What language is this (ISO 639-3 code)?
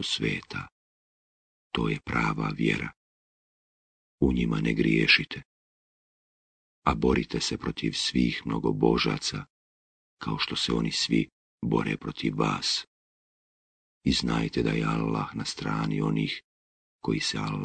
bos